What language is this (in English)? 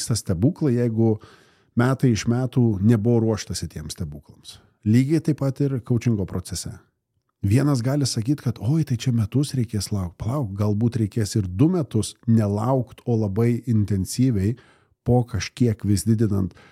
Lithuanian